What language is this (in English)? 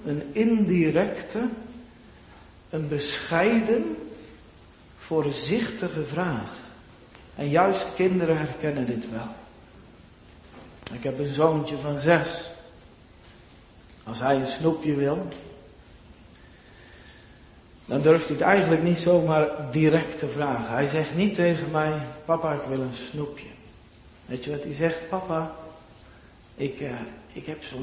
Dutch